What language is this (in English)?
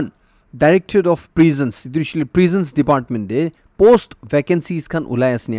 Naga Pidgin